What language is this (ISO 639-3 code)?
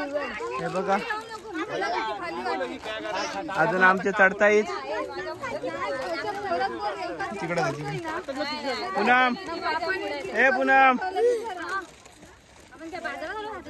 mar